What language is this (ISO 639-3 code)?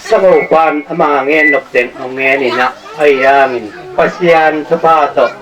ctd